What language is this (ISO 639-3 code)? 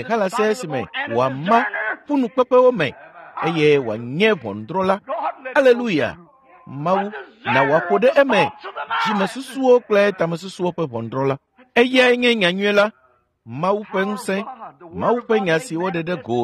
ewe